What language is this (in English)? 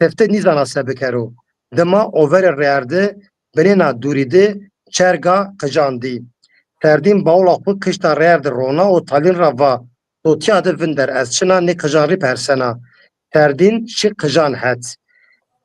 Zaza